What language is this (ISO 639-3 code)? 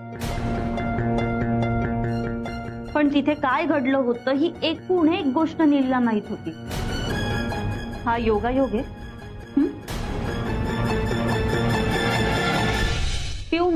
mar